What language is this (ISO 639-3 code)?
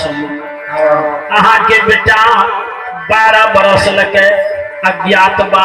mai